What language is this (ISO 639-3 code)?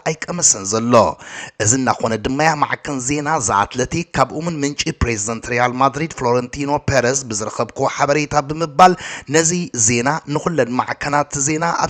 tir